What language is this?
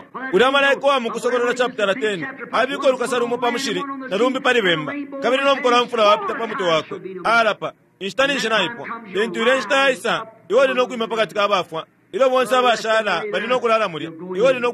Bemba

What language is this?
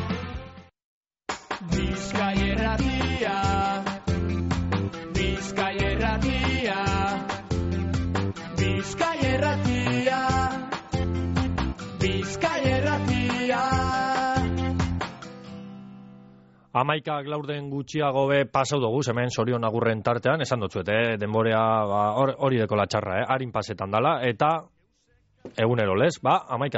Basque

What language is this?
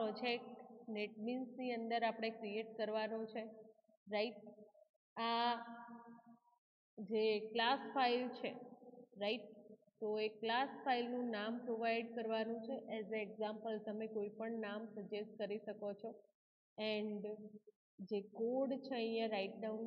Gujarati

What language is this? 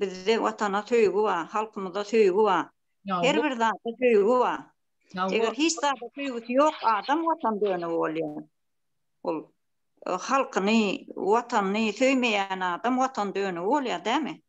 Turkmen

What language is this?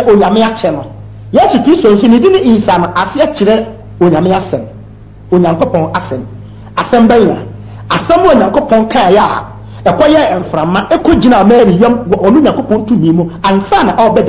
Akan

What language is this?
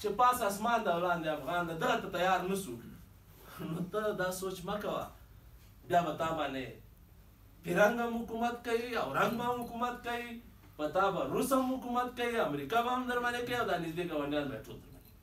Pashto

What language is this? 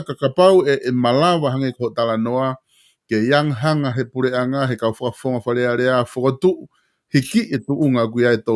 Tongan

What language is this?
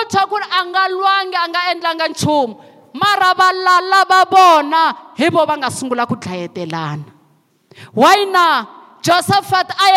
Tsonga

